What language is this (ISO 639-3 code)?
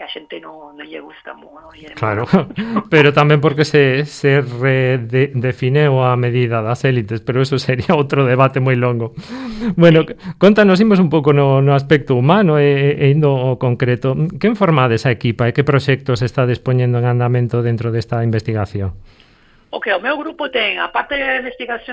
glg